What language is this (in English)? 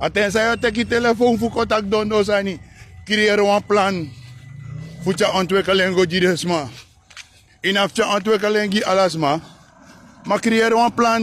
Sranan Tongo